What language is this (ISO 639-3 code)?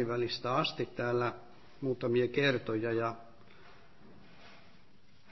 fin